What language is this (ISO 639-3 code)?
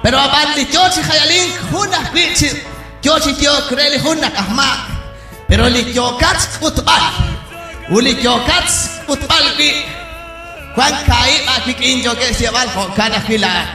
kek